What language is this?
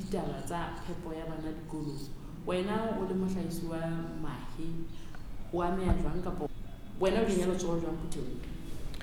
Southern Sotho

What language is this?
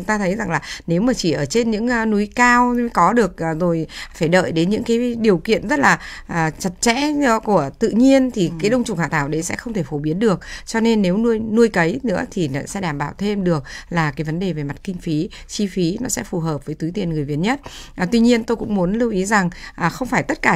Vietnamese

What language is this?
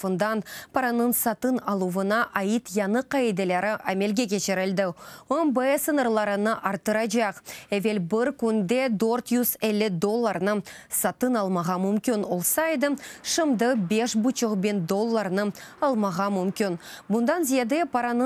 Crimean Tatar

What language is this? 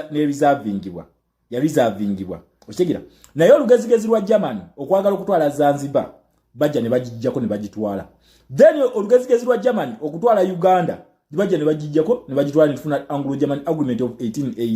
Ganda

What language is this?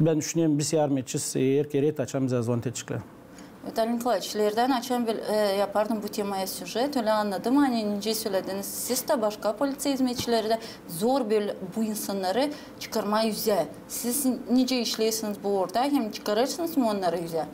Gagauz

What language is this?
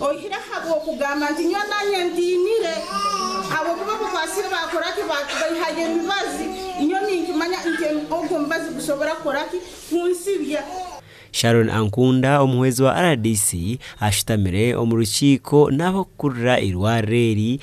Nyankole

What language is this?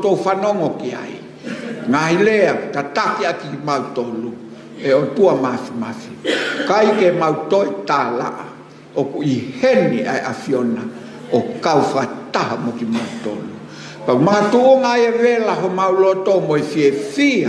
Tongan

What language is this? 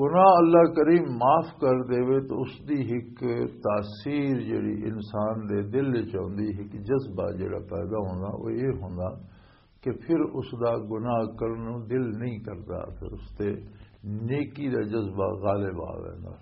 Western Panjabi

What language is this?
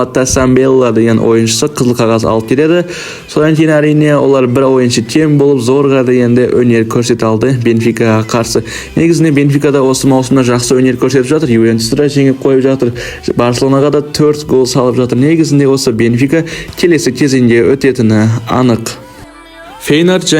Kazakh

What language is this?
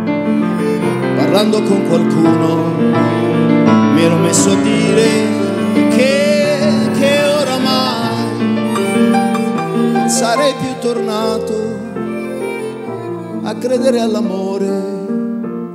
Italian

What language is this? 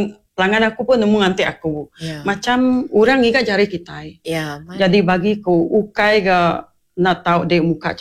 Iban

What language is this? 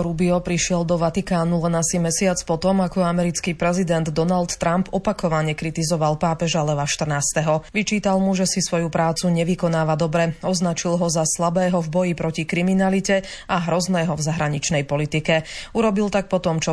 Slovak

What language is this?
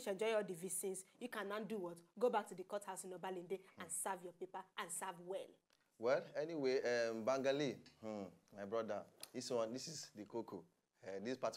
Nigerian Pidgin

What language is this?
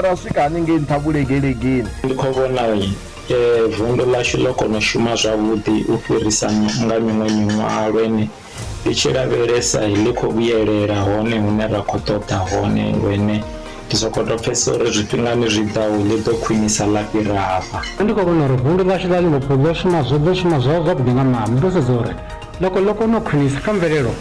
Venda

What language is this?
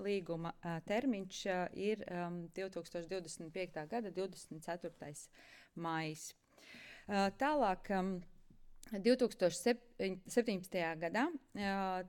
Latvian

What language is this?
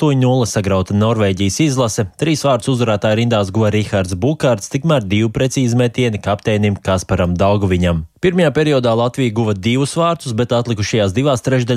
Latvian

